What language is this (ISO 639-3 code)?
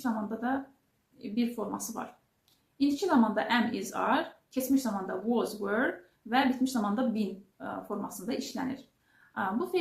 aze